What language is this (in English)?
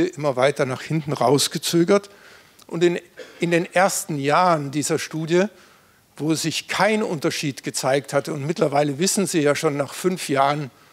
German